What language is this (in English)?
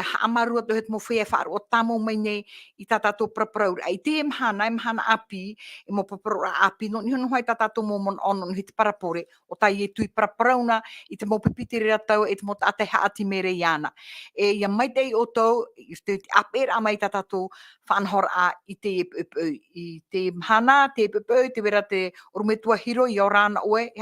Tahitian